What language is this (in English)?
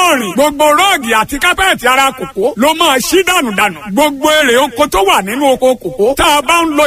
Yoruba